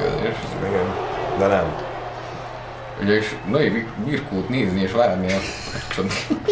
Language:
Hungarian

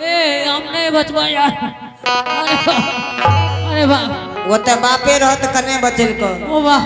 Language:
Angika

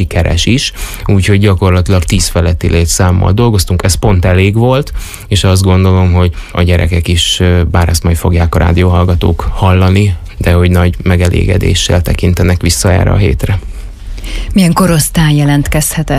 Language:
Hungarian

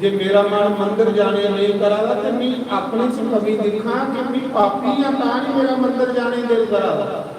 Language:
Dogri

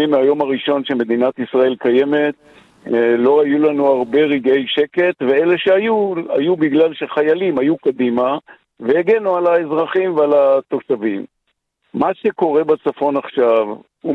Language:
Hebrew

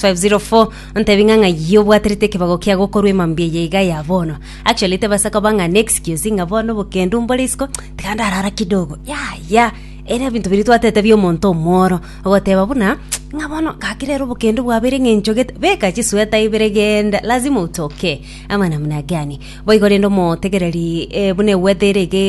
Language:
Gusii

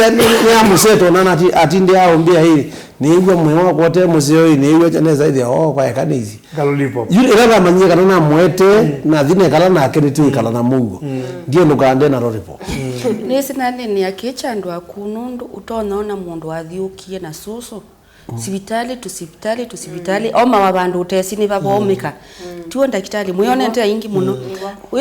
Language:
Kamba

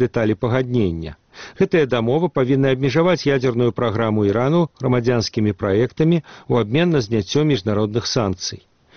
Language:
Belarusian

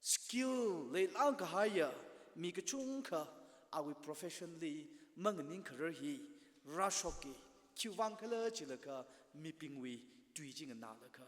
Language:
Tangkhul Naga (India)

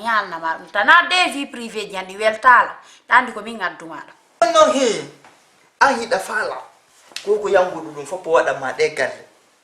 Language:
Fula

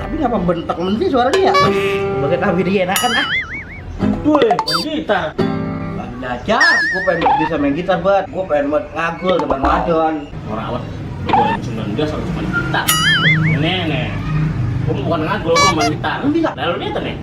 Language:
Betawi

